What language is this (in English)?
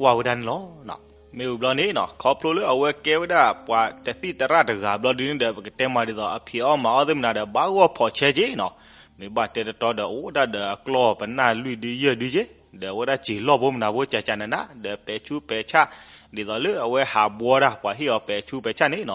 S'gaw Karen